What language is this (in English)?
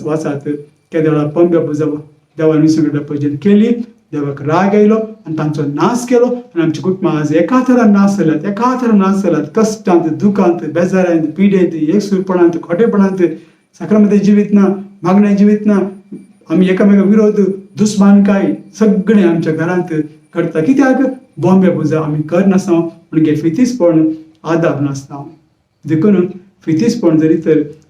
Konkani